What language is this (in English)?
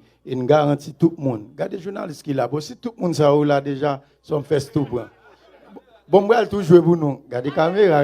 Haitian Creole